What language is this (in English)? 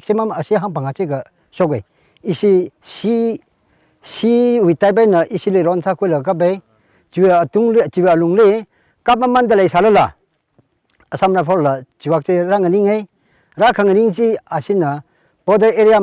Tangkhul Naga (India)